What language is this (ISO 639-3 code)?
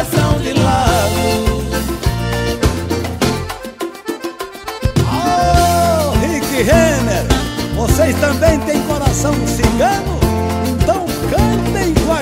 por